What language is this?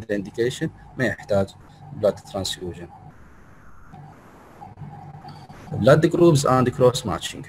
Arabic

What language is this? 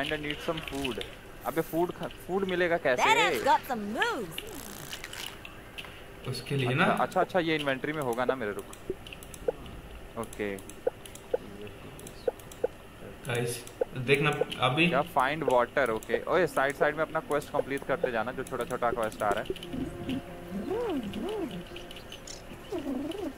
Hindi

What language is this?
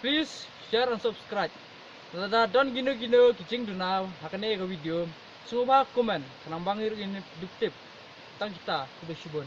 Khasi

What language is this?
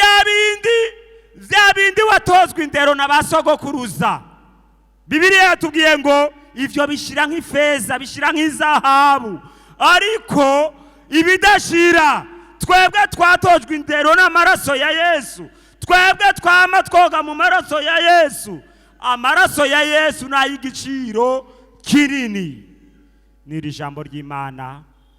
Rundi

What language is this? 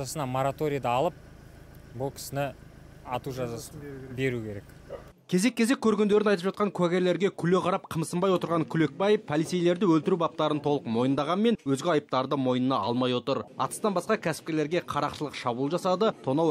Kyrgyz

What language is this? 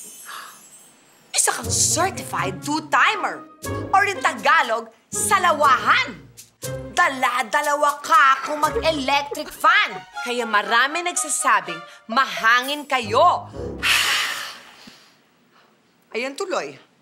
Filipino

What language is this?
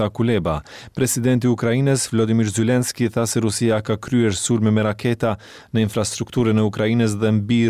Albanian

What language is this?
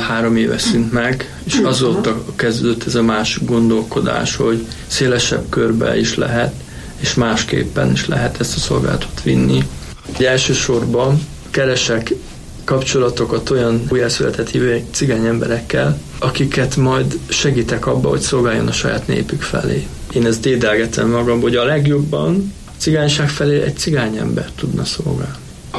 Hungarian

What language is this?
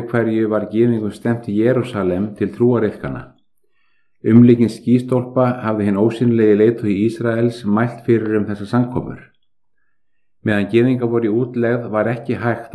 Icelandic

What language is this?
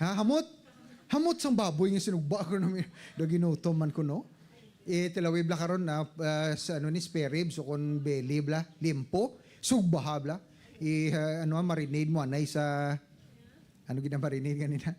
Hiligaynon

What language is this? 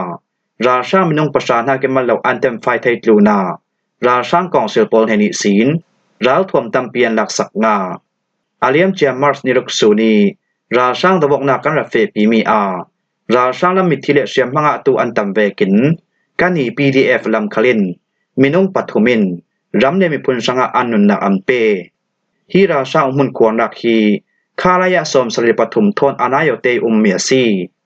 Falam Chin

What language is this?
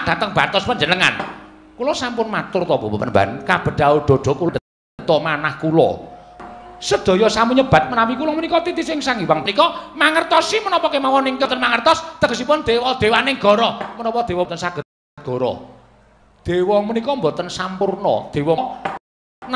Javanese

